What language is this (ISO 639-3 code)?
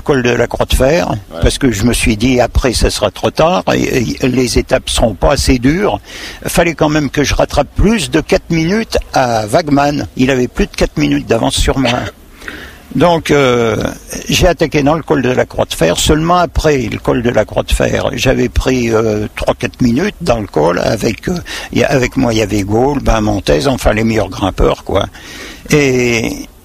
fra